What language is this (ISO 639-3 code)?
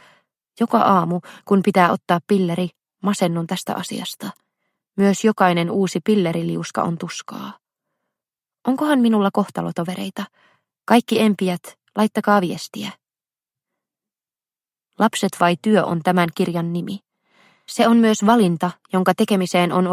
fin